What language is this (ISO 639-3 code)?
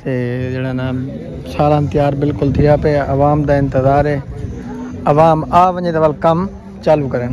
skr